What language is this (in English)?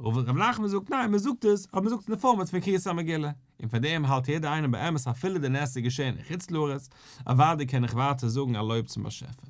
Yiddish